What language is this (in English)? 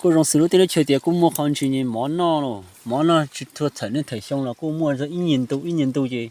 Hmong